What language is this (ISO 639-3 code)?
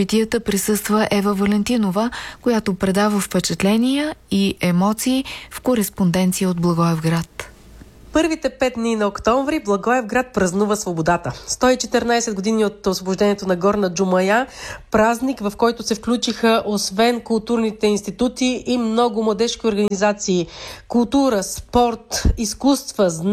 bul